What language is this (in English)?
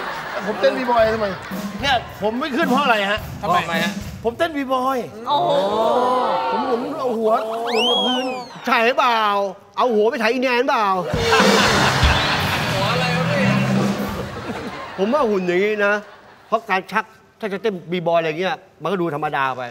Thai